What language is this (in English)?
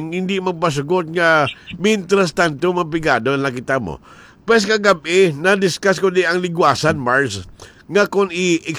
Hiligaynon